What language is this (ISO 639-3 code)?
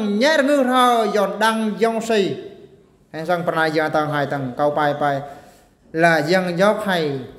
bru